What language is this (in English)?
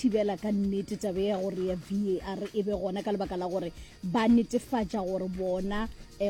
Northern Sotho